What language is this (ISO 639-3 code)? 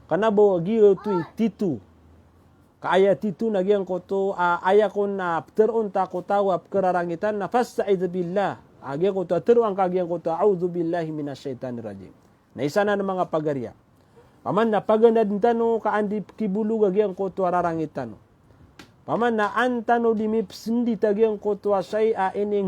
mrw